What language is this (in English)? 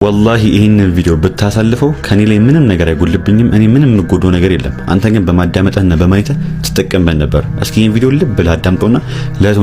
Amharic